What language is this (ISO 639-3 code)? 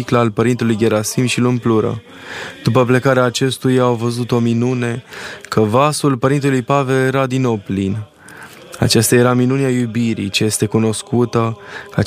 ron